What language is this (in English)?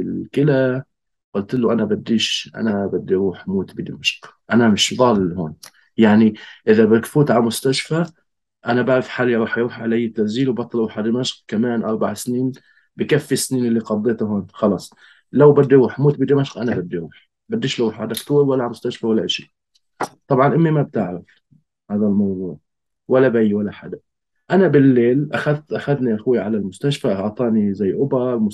North Levantine Arabic